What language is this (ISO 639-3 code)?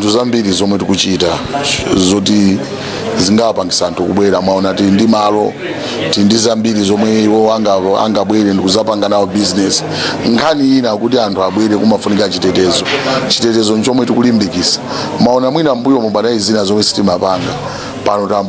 nya